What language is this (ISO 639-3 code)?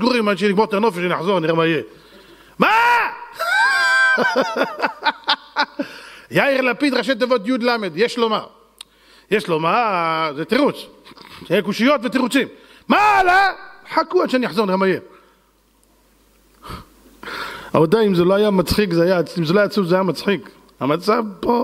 heb